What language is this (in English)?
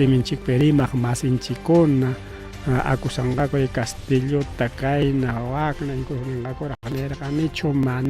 Ayacucho Quechua